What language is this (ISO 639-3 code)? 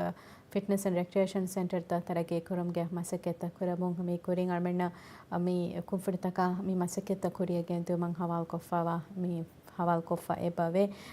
div